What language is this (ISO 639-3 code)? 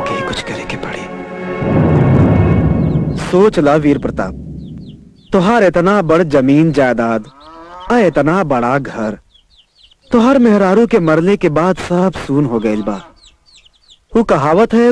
bho